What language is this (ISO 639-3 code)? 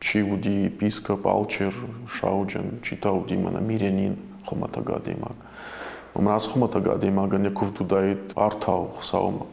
oss